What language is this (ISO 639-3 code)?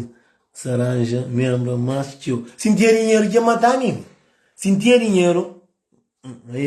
kea